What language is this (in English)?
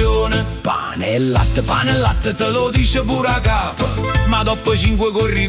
Neapolitan